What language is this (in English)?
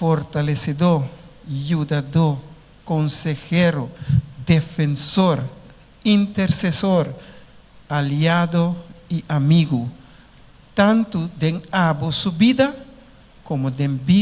Papiamento